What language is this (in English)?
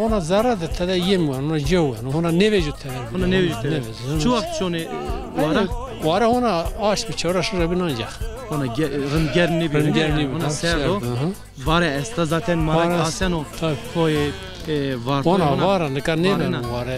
Zaza